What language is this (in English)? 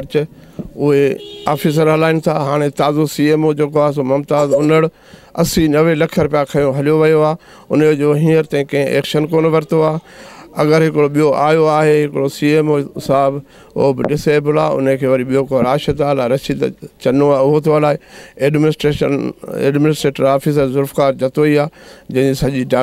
Sindhi